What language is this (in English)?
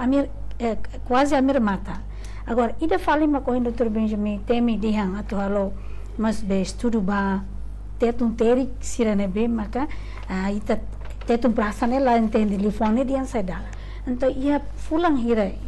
Tetum